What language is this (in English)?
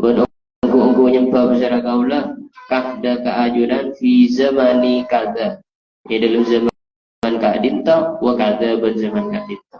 Madurese